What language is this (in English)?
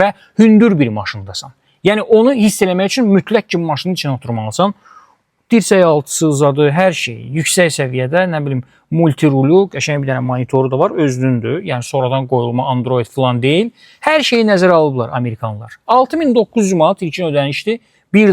Azerbaijani